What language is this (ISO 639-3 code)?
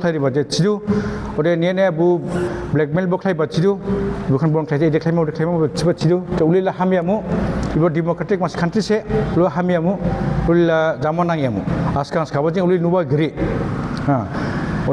dis